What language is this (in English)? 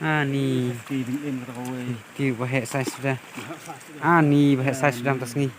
Khasi